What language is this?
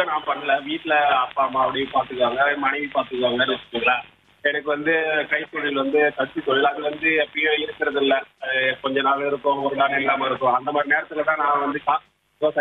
Tamil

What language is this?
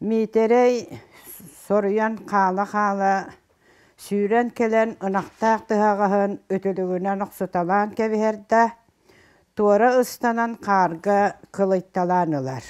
Yakut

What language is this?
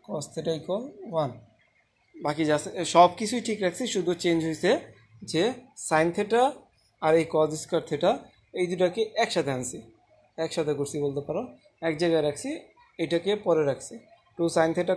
Bangla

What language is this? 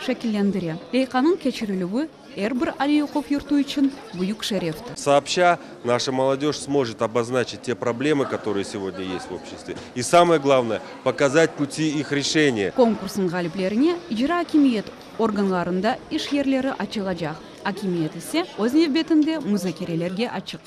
Crimean Tatar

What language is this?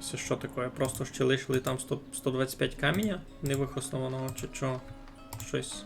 Rusyn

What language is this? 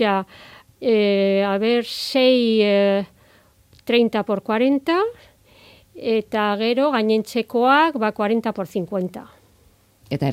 Basque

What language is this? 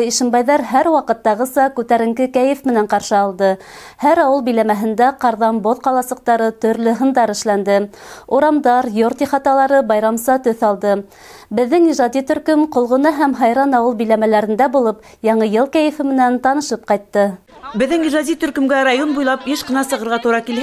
Bashkir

